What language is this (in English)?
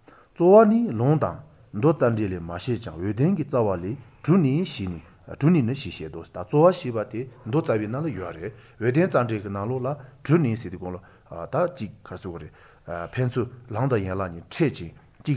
Korean